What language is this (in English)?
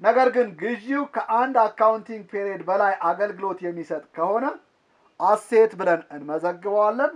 Amharic